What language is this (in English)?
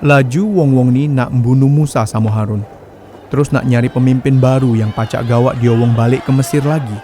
Musi